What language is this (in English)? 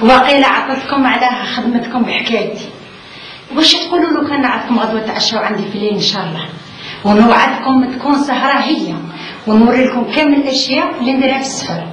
Algerian Arabic